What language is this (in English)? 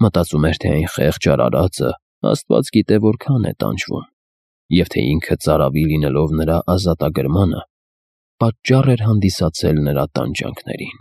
Armenian